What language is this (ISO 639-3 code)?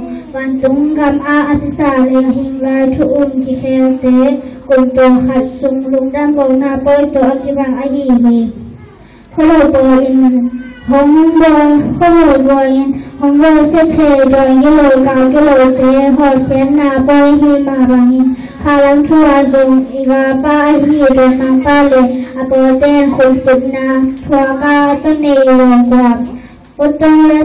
ctd